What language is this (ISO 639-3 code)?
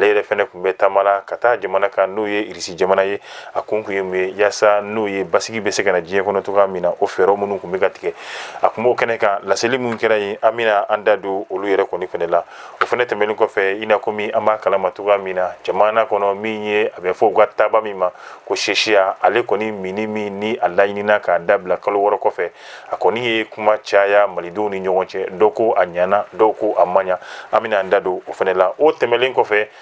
bam